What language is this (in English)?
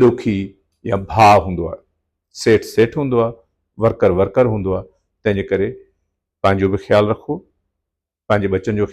Sindhi